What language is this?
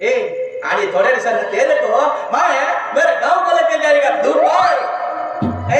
Konkani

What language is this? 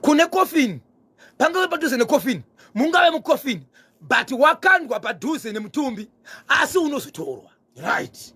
Shona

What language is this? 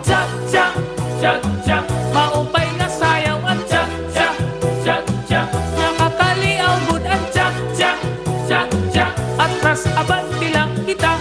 Waray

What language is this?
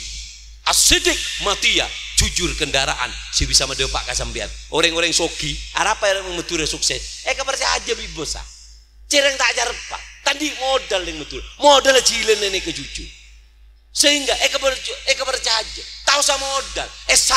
Madurese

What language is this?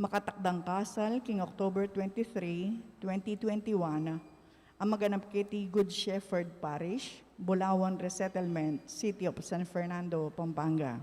Pampanga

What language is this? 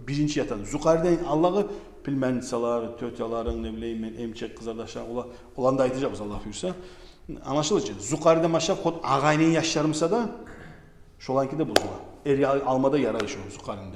Kumyk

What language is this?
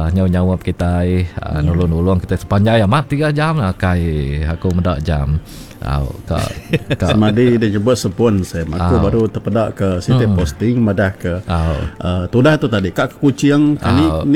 Iban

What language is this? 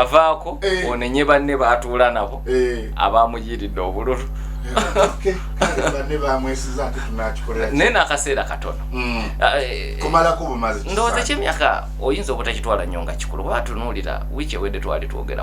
Ganda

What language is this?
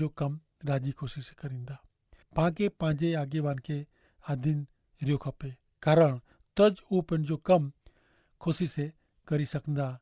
Kachhi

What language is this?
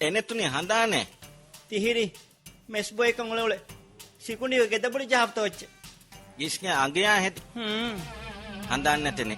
Divehi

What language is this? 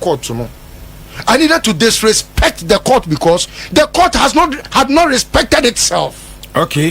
Akan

